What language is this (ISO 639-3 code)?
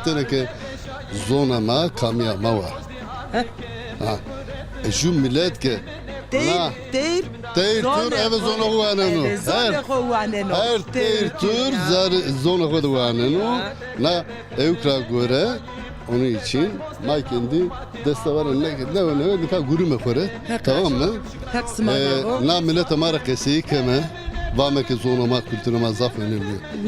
zza